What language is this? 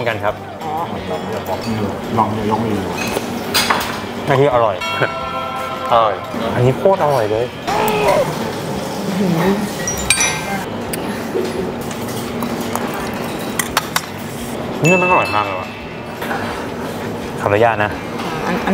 Thai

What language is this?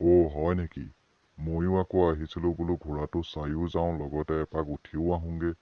Assamese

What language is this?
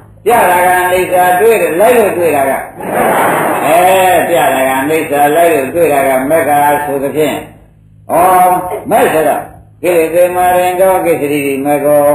Burmese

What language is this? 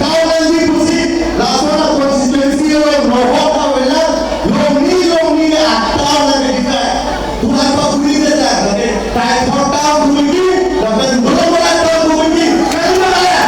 Karbi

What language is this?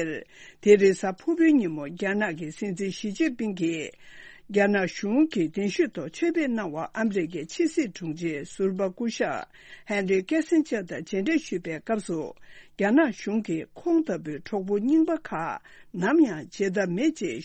Tibetan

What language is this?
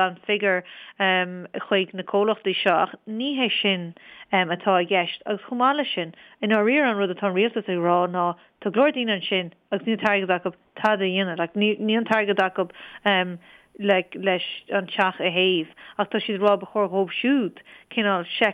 Irish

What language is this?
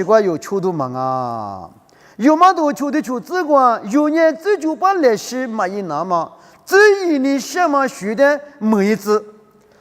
Lisu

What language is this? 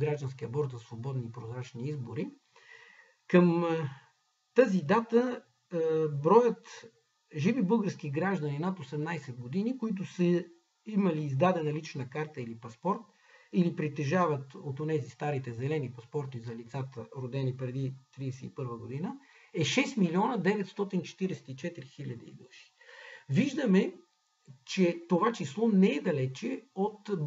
Bulgarian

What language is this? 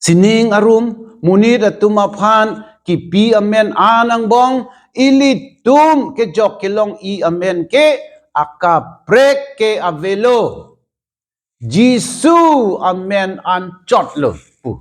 Karbi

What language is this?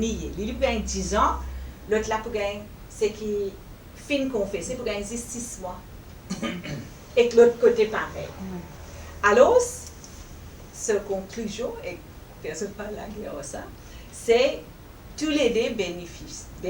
Morisyen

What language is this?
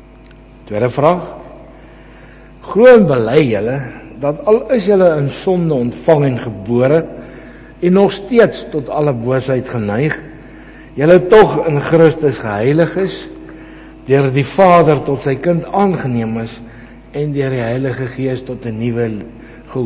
Afrikaans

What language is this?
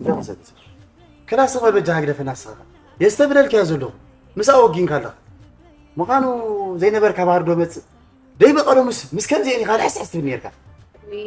Tigrinya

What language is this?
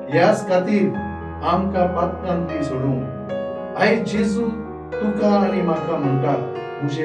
Konkani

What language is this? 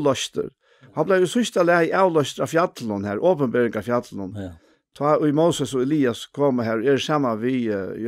Faroese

